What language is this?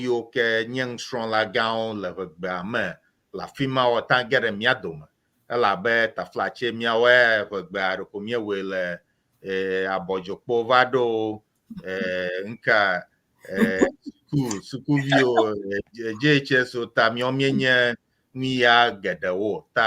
Ewe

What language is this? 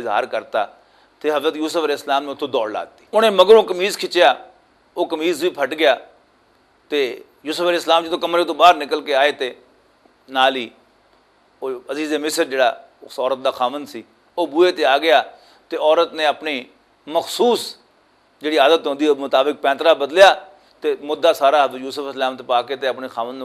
Western Panjabi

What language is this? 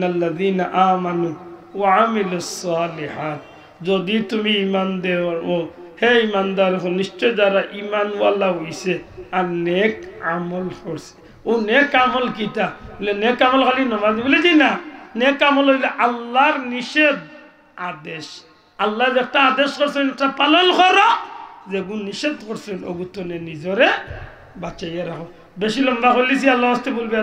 Sylheti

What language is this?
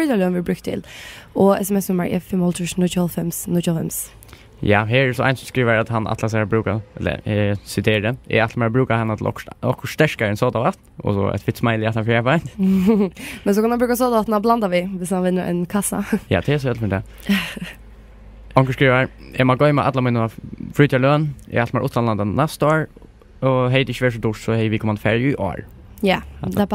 Faroese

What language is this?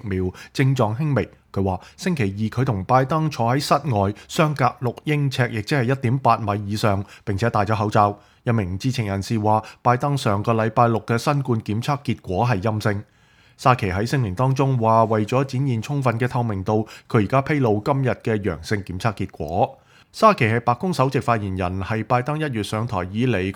Cantonese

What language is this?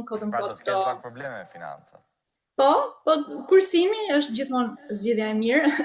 Albanian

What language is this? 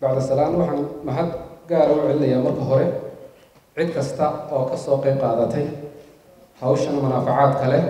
Somali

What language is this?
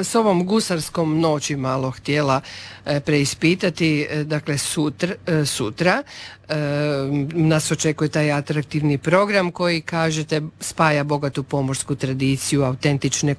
Croatian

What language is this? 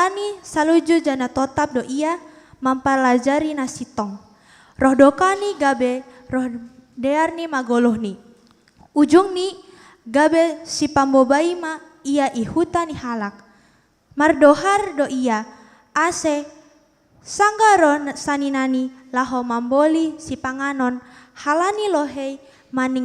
Batak Simalungun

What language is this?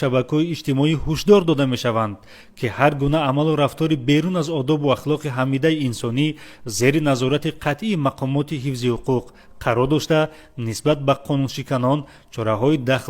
Tajik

